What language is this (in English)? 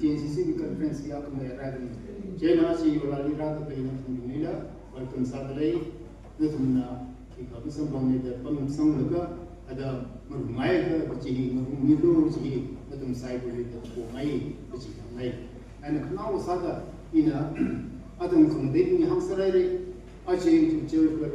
Tangkhul Naga (India)